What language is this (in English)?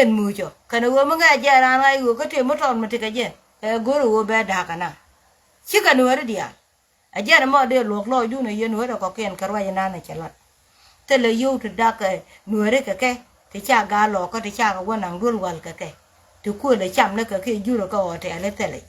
Nuer